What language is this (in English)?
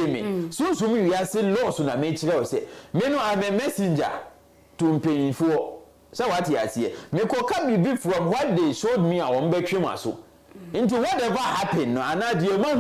Akan